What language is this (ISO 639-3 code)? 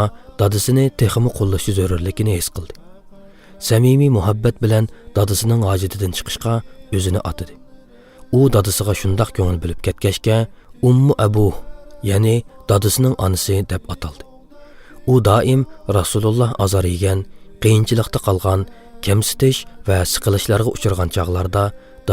uig